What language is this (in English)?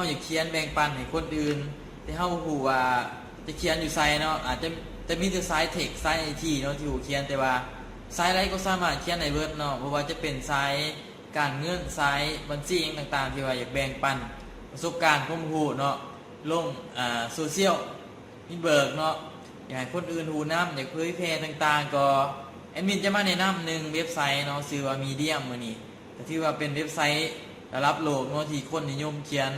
Lao